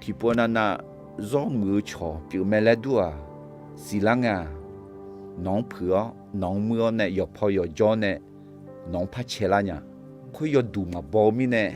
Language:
Akha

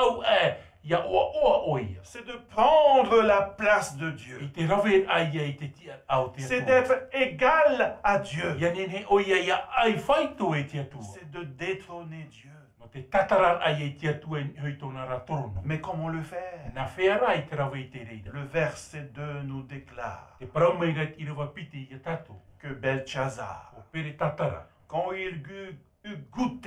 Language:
Tahitian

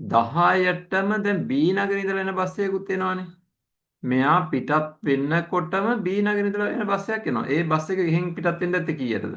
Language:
Sinhala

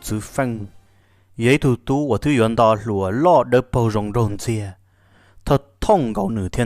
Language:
Hmong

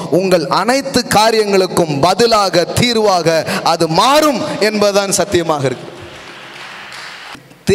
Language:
Tamil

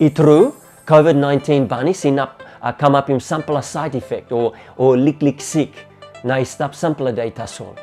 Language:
Tok Pisin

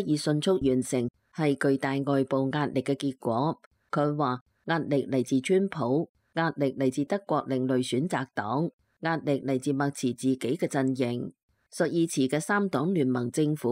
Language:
Cantonese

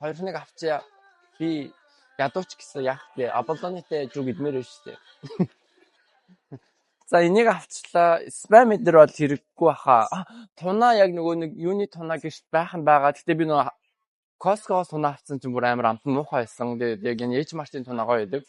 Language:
Mongolian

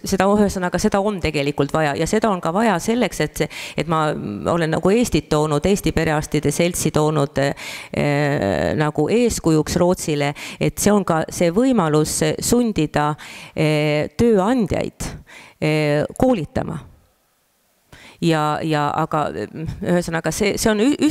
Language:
Estonian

